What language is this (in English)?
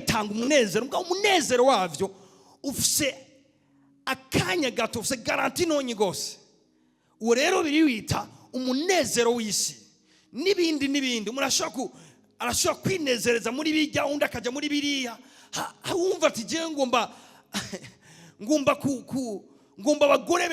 Rundi